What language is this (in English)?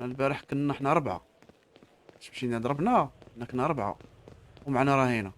Moroccan Arabic